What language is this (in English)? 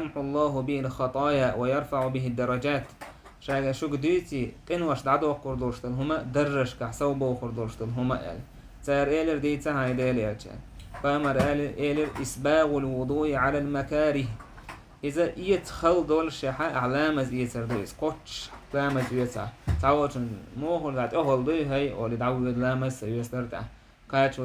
Chechen